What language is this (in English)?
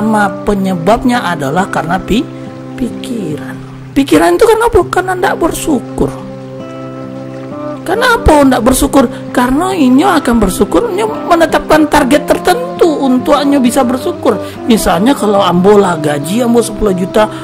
Indonesian